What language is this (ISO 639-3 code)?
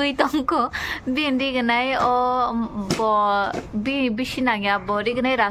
trp